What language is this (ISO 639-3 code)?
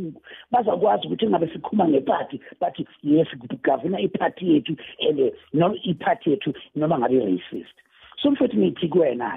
nbl